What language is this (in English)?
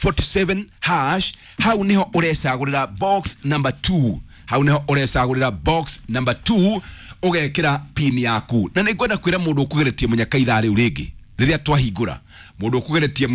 Kikuyu